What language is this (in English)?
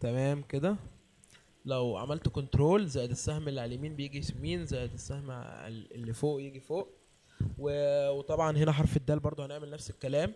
Egyptian Arabic